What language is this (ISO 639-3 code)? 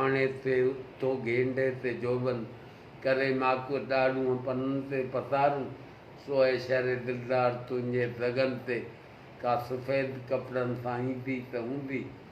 snd